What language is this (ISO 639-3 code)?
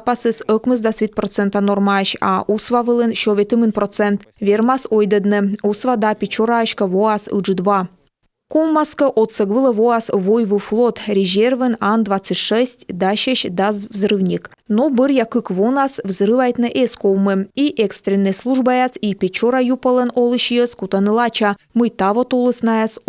kom